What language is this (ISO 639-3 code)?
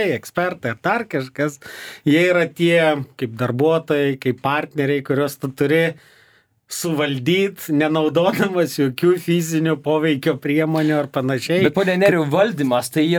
lit